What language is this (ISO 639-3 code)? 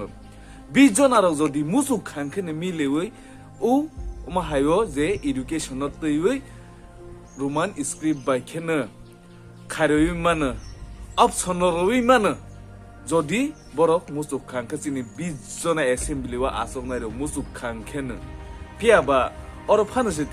trp